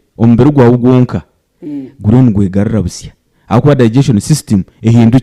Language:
Nyankole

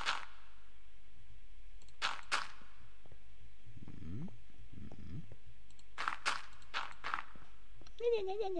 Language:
German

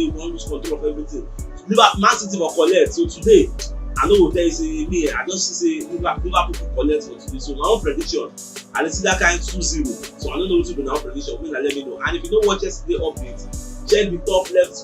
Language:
Nigerian Pidgin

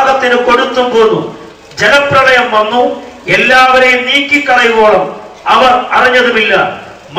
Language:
Malayalam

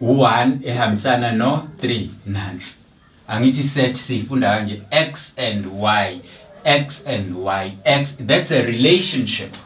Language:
Zulu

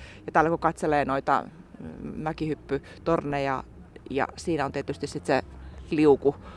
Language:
Finnish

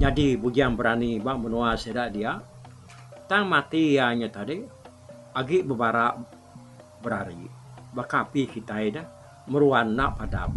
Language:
Iban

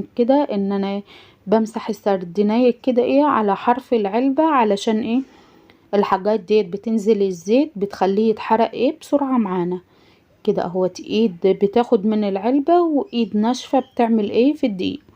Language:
Egyptian Arabic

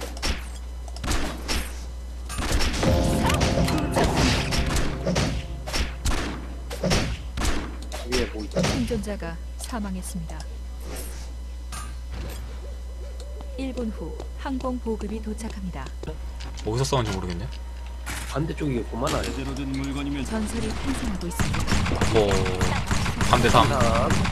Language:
Korean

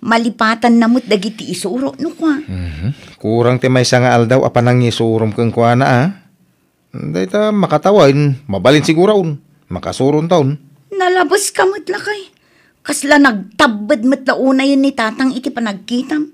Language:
Iloko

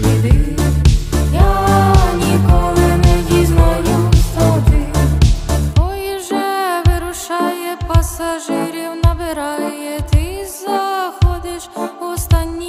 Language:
Ukrainian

